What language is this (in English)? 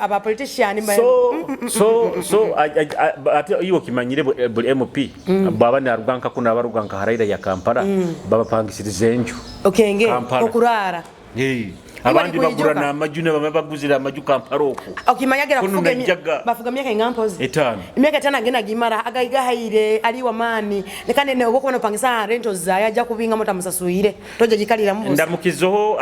Nyoro